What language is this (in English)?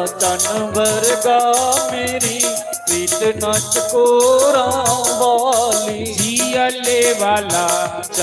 Dogri